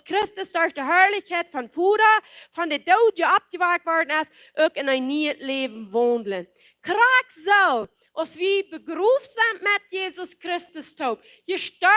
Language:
Plautdietsch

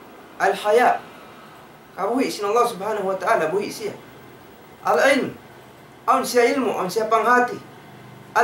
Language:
Tausug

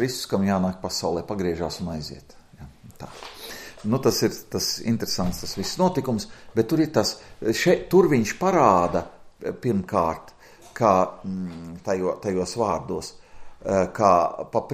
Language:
Latvian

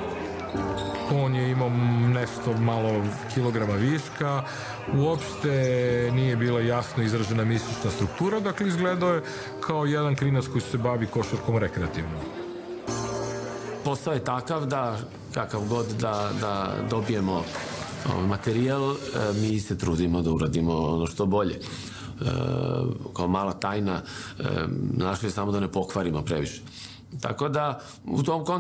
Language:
Serbian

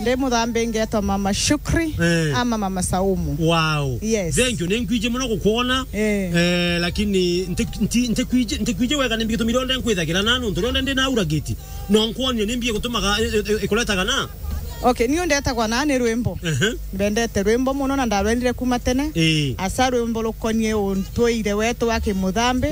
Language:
Meru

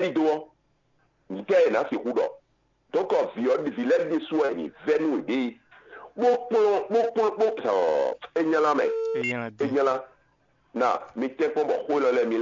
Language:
Fon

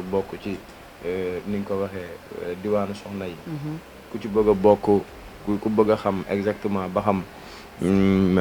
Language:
Wolof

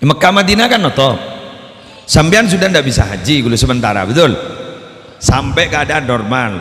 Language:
Madurese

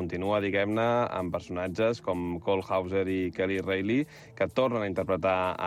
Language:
Catalan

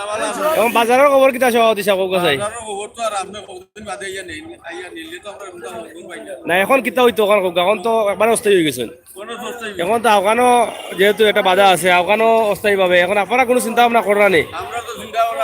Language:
Sylheti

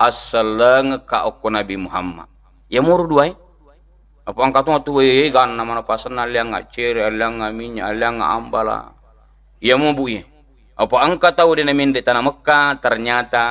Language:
Buginese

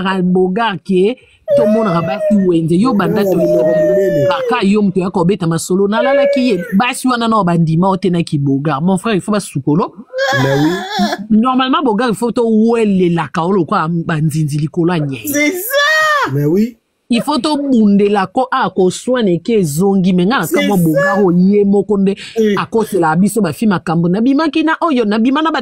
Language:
Lingala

